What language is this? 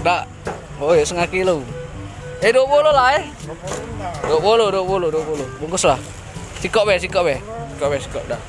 Musi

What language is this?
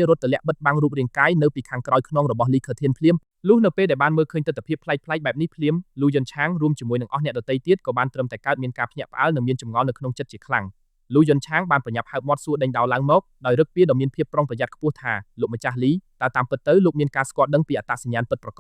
Khmer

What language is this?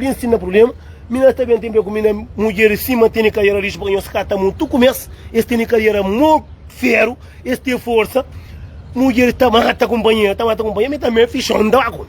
Kabuverdianu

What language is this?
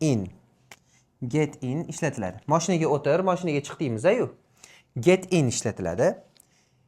Uzbek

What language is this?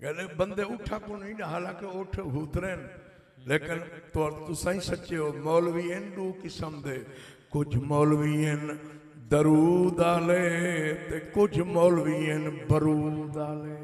Saraiki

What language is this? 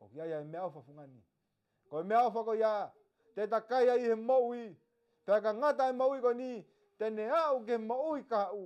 Tongan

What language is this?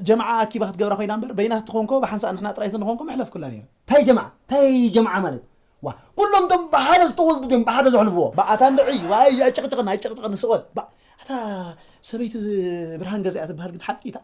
Tigrinya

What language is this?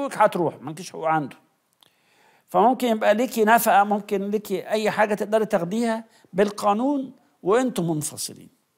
Egyptian Arabic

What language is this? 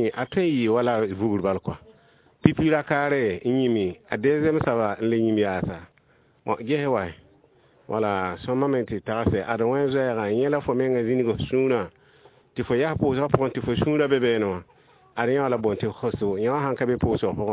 Mossi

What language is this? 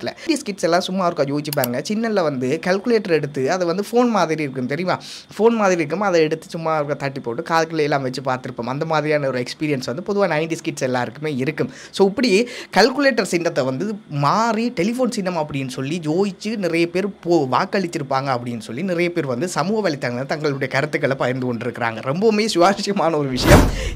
Tamil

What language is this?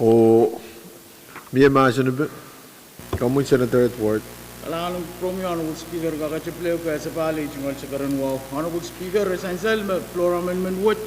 Pohnpeian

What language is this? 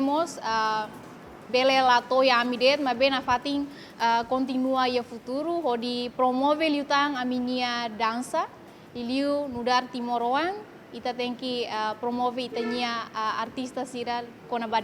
Tetum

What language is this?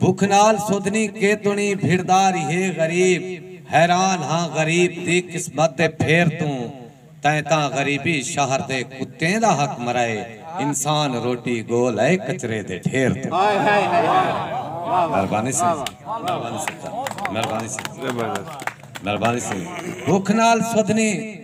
Saraiki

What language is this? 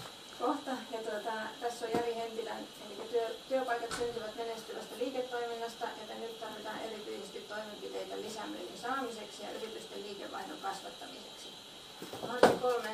Finnish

